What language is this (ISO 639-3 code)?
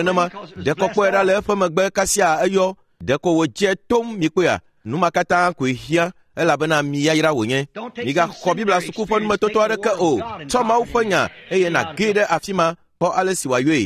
ewe